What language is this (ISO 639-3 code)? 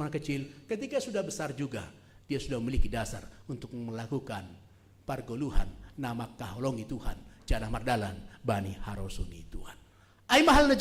bts